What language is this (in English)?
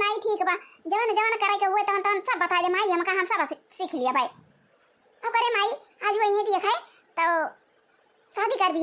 Awadhi